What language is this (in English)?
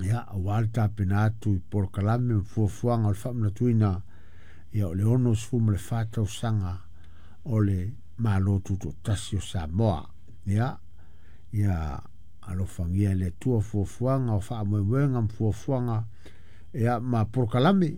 Samoan